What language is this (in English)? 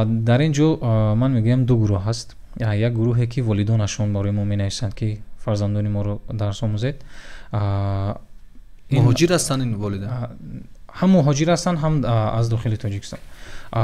Tajik